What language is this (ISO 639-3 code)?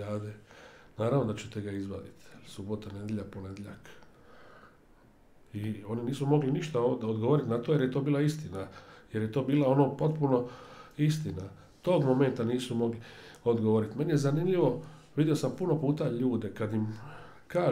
hrv